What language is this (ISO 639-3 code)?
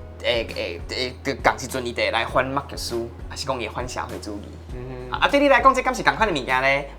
nan